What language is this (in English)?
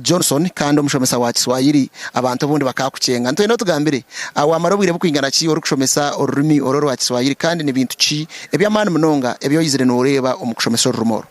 Nyankole